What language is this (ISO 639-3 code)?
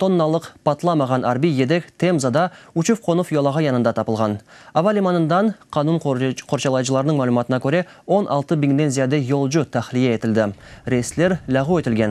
crh